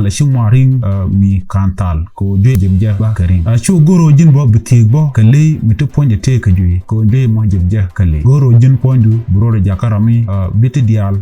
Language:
Nuer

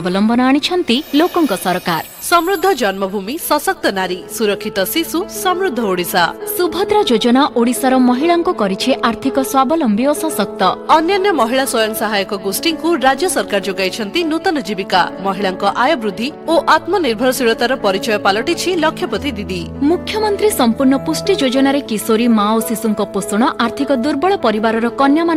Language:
Odia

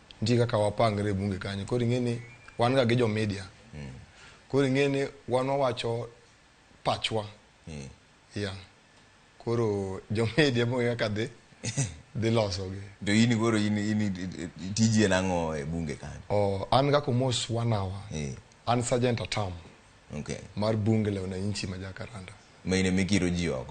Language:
Luo (Kenya and Tanzania)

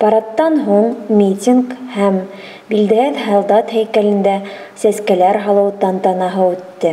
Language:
Bashkir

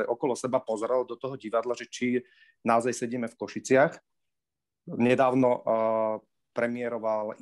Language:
Slovak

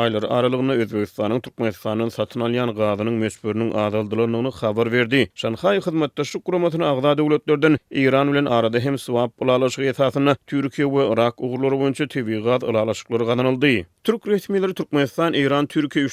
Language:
Turkmen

